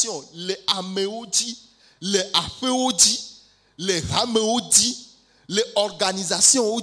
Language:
Ewe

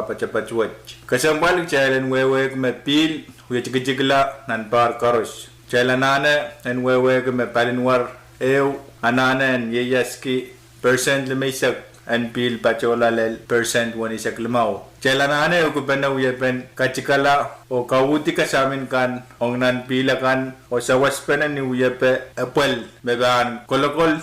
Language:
Pohnpeian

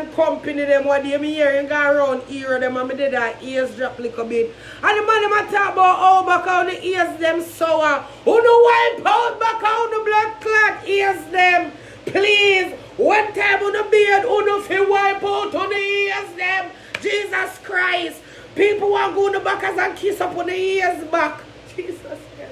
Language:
Jamaican Creole English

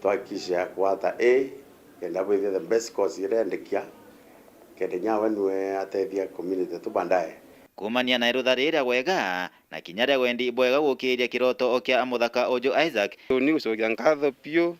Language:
Meru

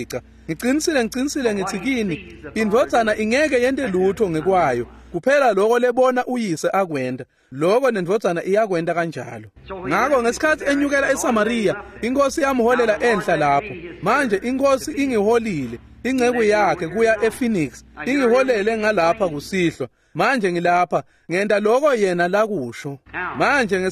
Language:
Swati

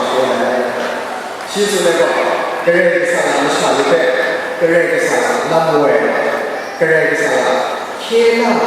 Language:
Kachin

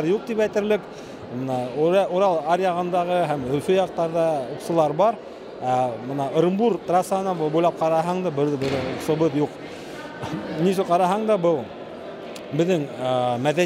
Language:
Bashkir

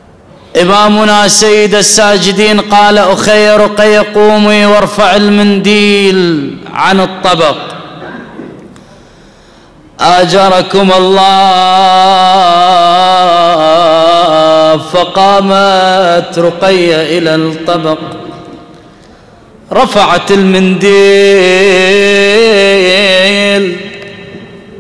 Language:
Arabic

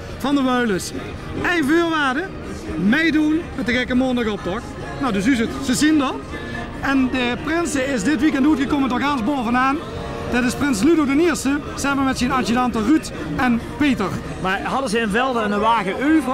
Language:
Limburgish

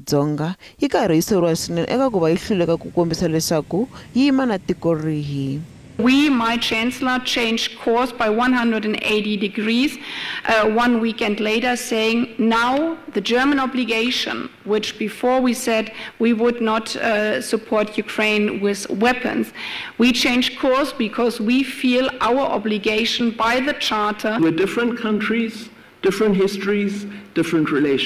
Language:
Tsonga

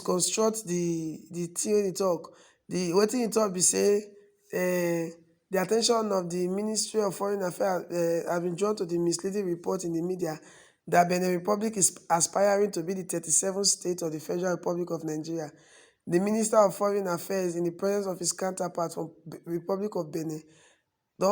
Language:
Nigerian Pidgin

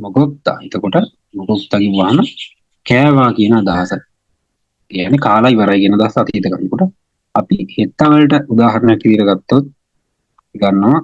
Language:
Sinhala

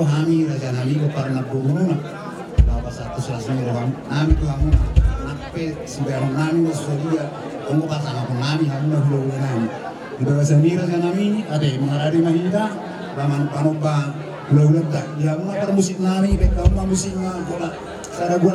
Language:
Batak Toba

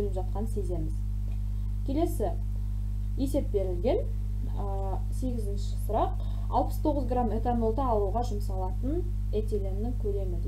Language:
Kazakh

